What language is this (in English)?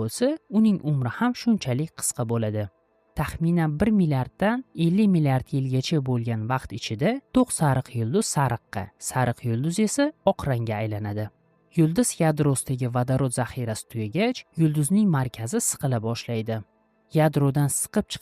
Uzbek